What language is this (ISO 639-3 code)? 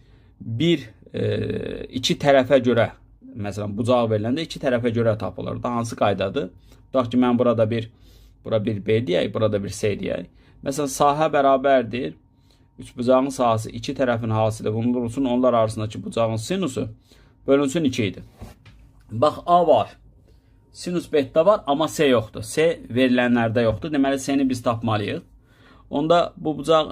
aze